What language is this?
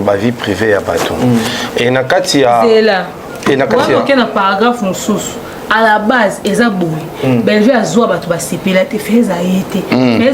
Lingala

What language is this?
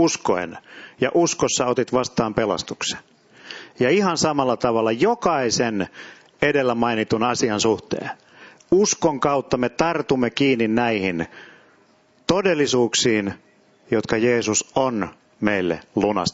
Finnish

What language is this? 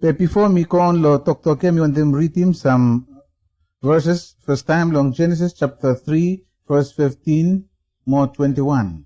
Bislama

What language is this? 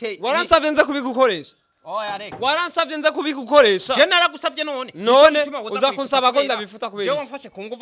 Rundi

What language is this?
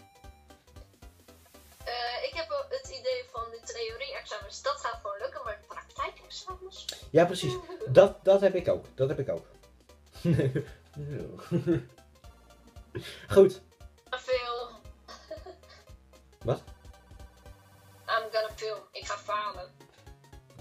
Dutch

